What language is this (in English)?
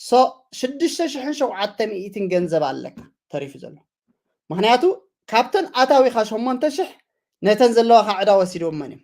Tigrinya